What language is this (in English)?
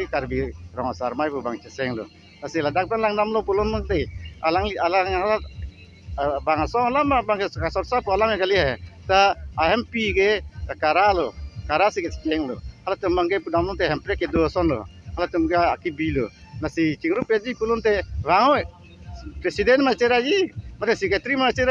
Karbi